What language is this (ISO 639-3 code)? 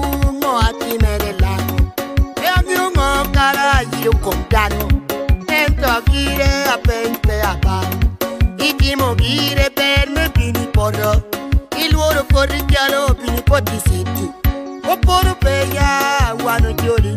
laj